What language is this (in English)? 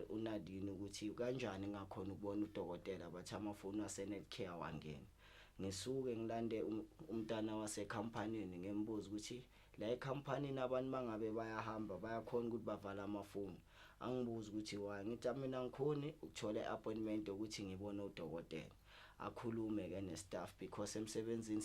Zulu